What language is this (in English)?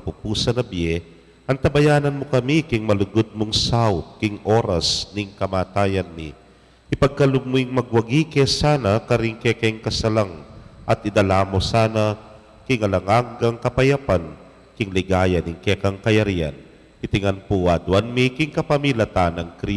Pampanga